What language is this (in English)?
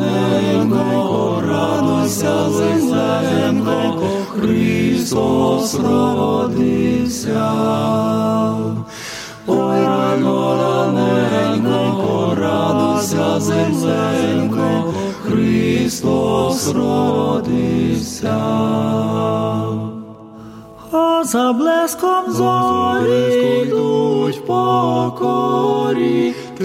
Ukrainian